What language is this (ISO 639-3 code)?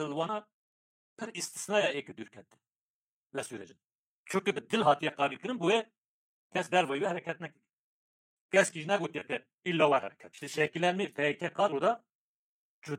kur